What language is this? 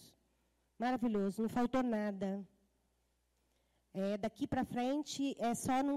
Portuguese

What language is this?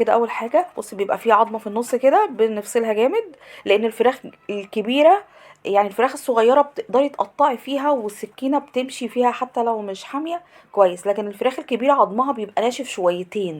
Egyptian Arabic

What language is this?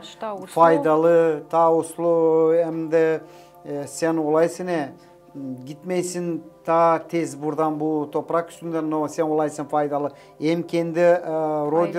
Gagauz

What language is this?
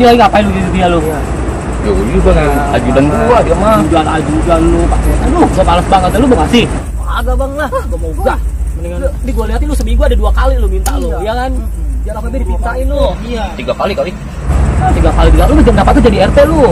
Betawi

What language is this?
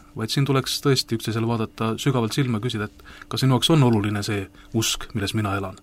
Estonian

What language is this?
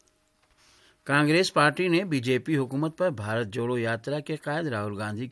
Urdu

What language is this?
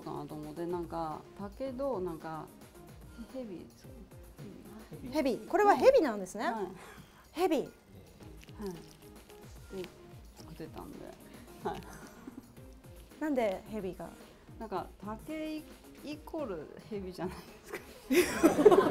Japanese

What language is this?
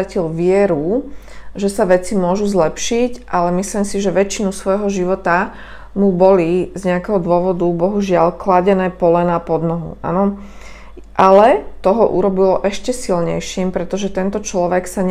Slovak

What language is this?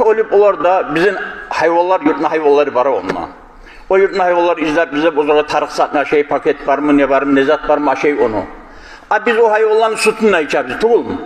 Kumyk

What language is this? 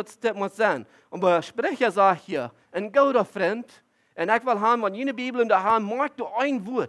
Plautdietsch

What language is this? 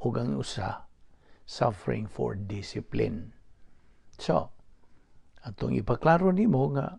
Cebuano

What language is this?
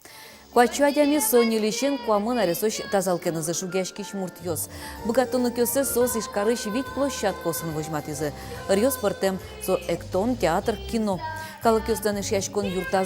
Udmurt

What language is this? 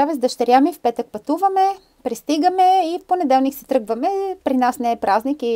Bulgarian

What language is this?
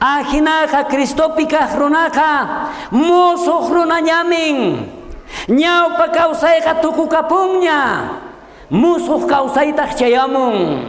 South Bolivian Quechua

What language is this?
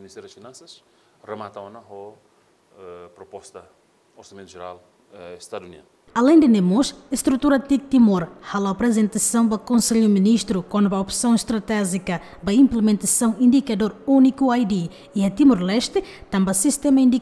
Tetum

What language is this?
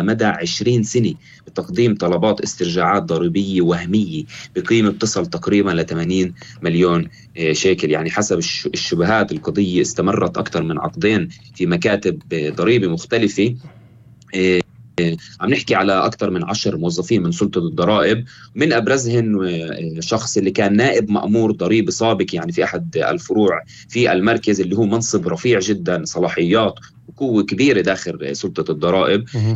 North Levantine Arabic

